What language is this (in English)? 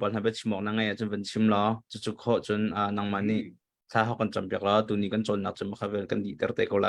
Hakha Chin